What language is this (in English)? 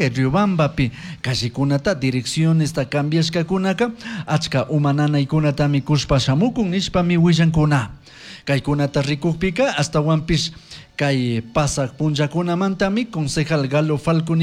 Chimborazo Highland Quichua